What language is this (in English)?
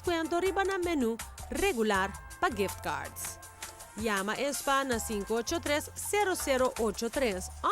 Papiamento